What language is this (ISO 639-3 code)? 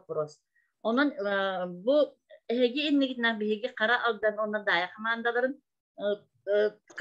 sah